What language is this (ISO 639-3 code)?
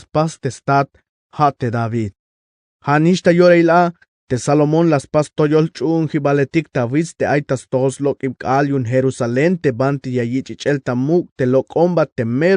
tzh